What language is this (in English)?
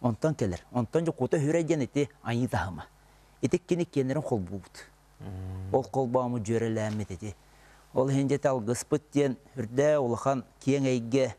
Yakut